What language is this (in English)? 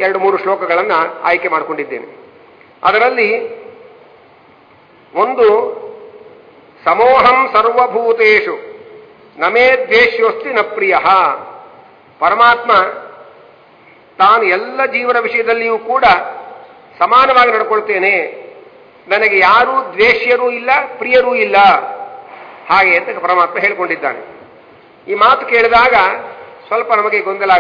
Kannada